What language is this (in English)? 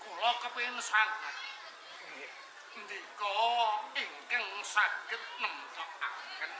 Javanese